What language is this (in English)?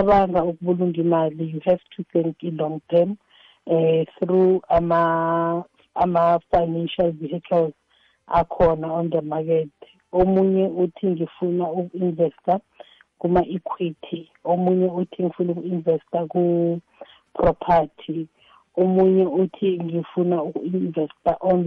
South Ndebele